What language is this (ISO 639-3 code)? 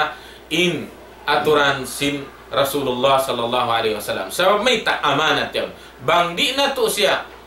tsg